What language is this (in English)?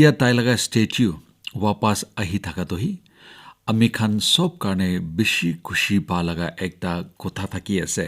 Naga Pidgin